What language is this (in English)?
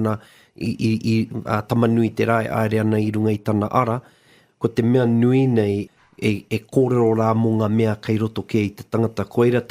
Māori